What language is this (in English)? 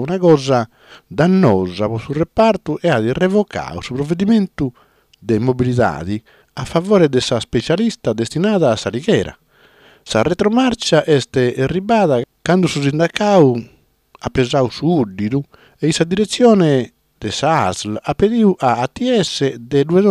Sardinian